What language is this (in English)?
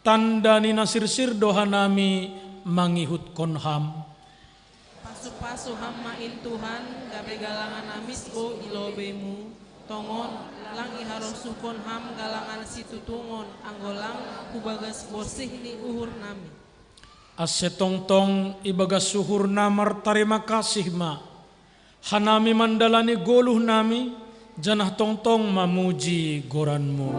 Batak Simalungun